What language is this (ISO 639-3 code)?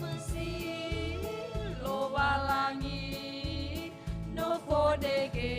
nia